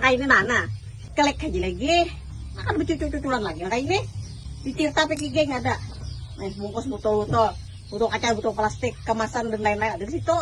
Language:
Banjar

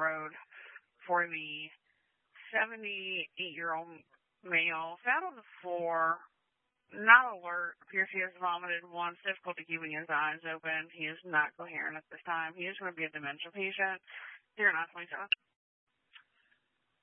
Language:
English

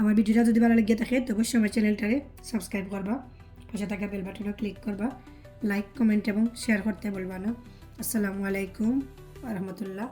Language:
Sylheti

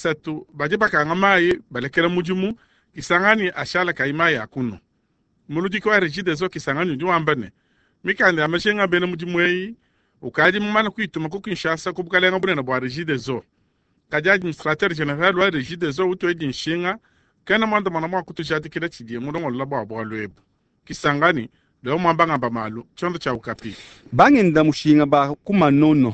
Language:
Luba-Lulua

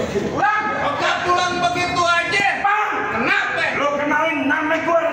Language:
Betawi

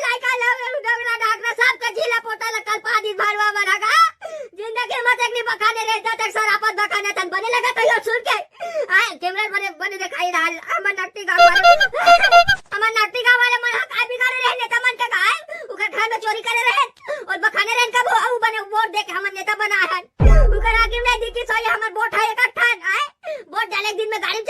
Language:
Chhattisgarhi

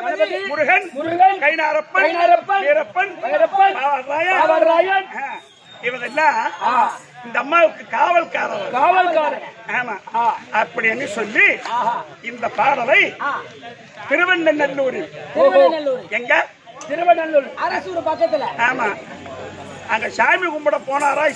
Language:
Tamil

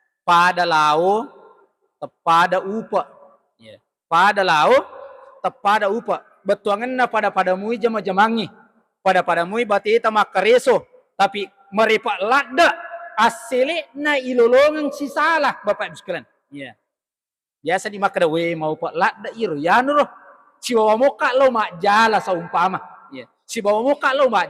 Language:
Buginese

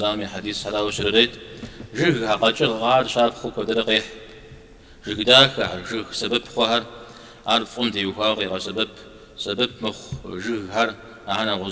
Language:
Kabardian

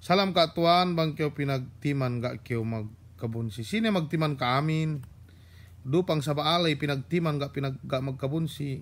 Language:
Yakan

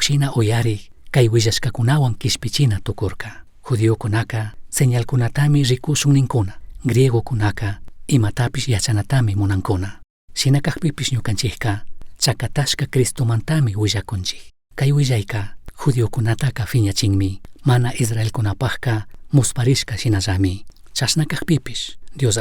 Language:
Chimborazo Highland Quichua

